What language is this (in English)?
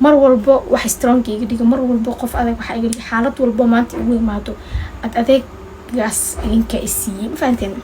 Somali